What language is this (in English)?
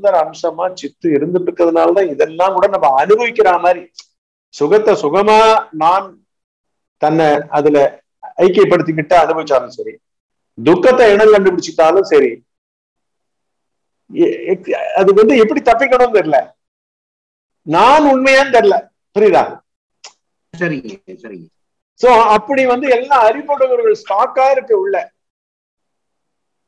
Tamil